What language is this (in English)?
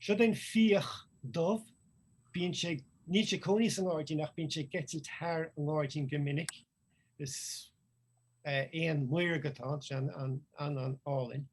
Irish